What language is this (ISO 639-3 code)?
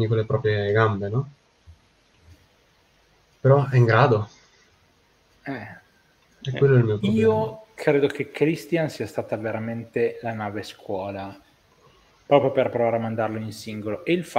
ita